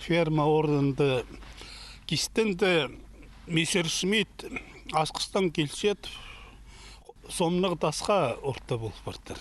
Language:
Khakas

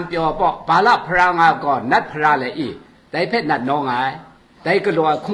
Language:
Kachin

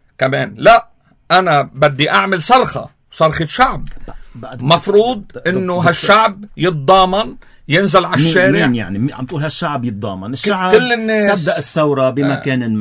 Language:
North Levantine Arabic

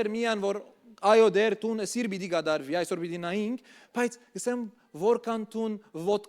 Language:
Western Armenian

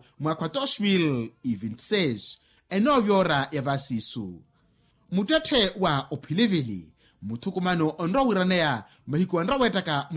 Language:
Makhuwa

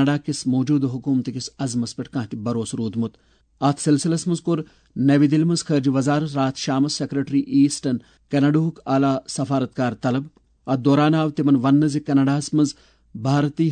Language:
Kashmiri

